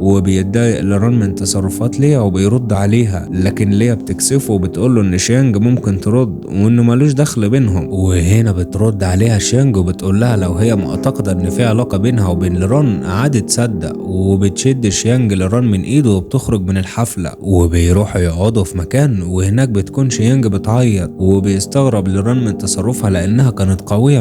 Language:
Egyptian Arabic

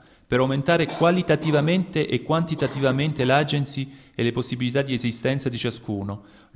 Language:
Italian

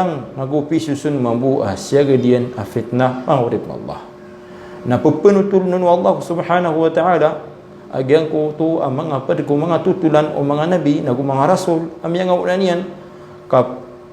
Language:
Maranao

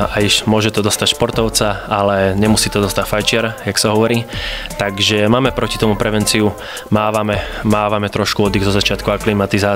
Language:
Slovak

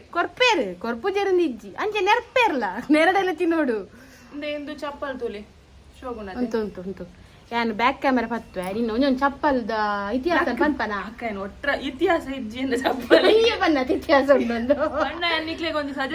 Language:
Tulu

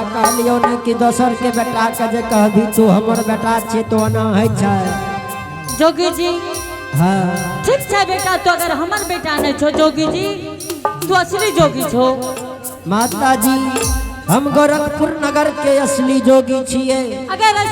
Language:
Angika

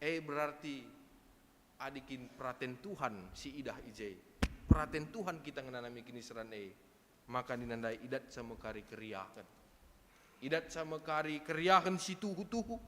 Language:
Batak Karo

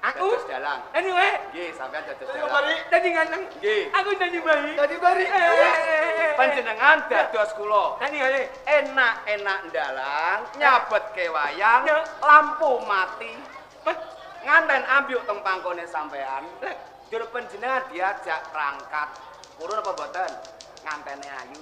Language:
Javanese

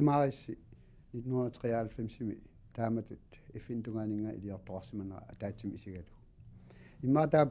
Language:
Kalaallisut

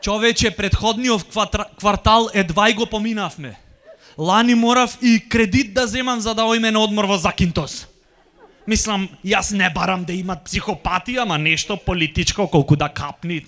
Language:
Macedonian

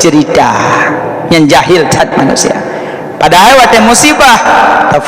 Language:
Achinese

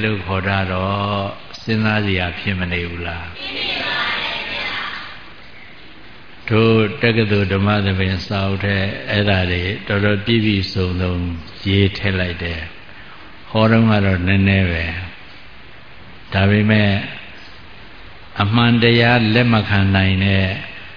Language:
Burmese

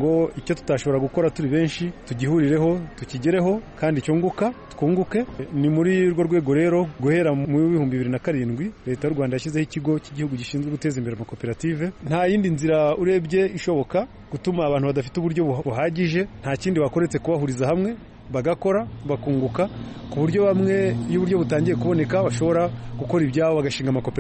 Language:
Kinyarwanda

